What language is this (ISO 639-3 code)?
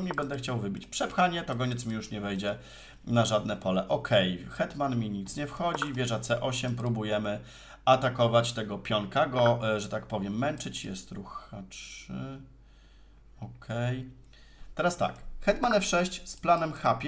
pol